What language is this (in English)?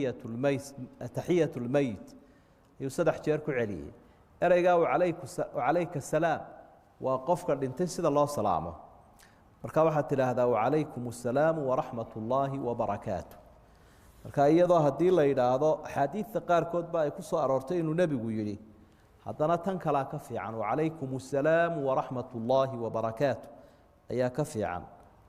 Somali